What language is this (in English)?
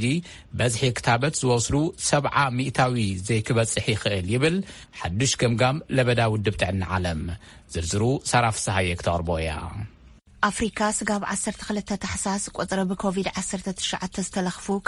Tigrinya